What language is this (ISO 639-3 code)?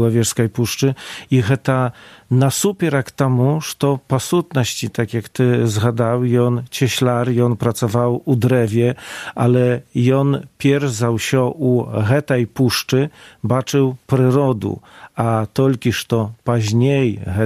bel